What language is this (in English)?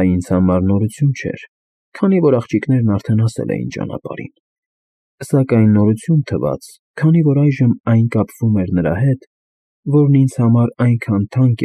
Armenian